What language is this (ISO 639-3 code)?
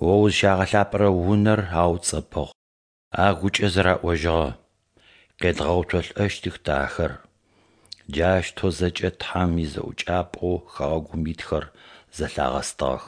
ady